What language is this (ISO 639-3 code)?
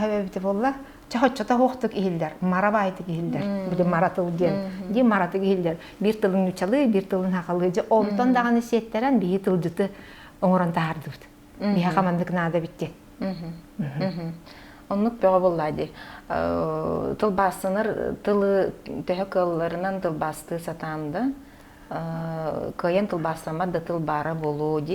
sah